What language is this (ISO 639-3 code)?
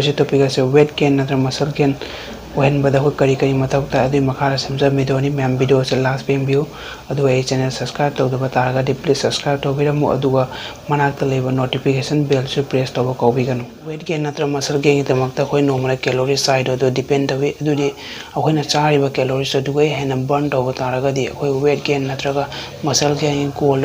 mni